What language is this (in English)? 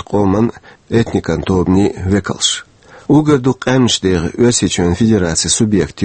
Chechen